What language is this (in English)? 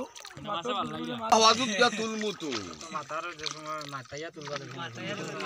Sylheti